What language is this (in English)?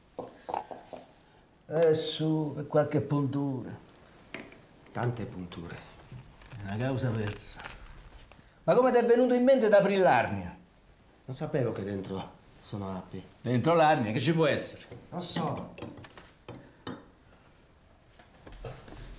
Italian